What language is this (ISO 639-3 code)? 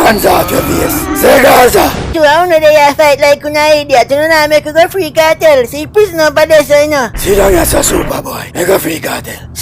jam